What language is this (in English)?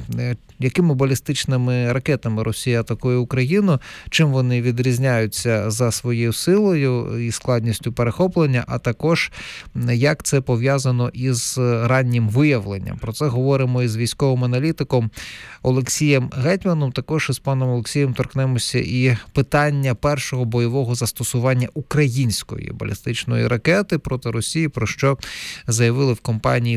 Ukrainian